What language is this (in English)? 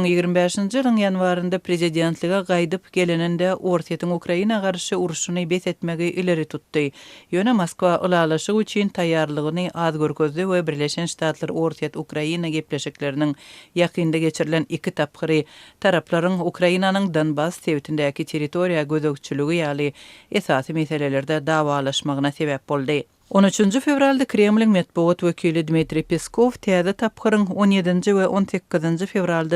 Turkmen